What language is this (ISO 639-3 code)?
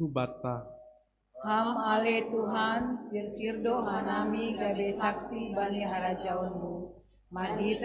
bts